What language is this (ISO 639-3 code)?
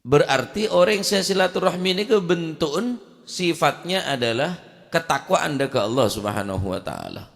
mad